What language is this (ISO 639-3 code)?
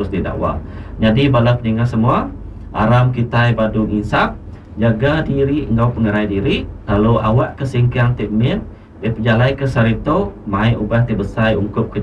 iba